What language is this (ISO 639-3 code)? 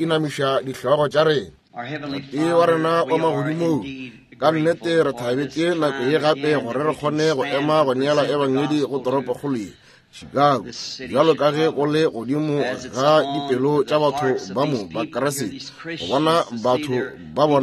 nso